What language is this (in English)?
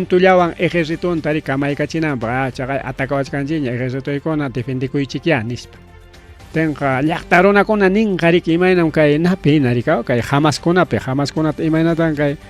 Ayacucho Quechua